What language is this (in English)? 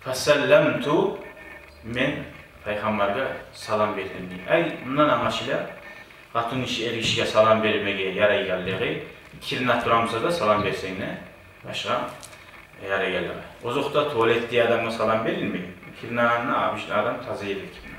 Kumyk